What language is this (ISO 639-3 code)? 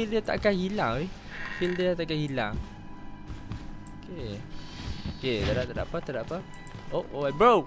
msa